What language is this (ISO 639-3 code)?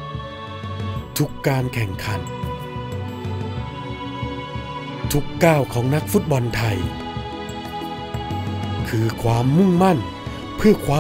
tha